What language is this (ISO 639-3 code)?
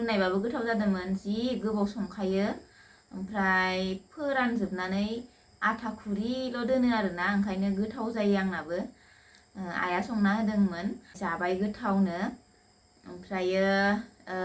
brx